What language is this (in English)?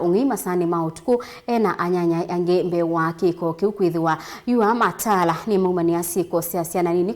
Kamba